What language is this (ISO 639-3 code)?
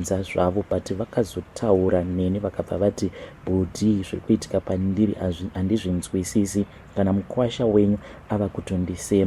sna